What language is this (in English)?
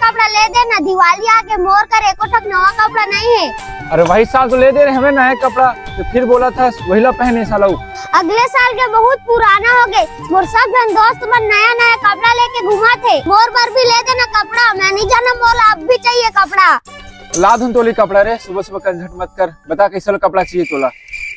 Chhattisgarhi